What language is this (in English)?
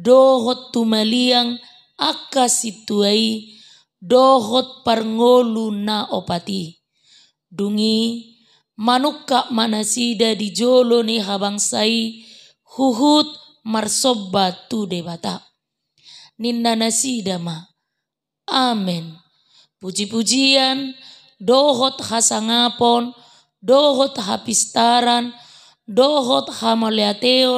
Batak Toba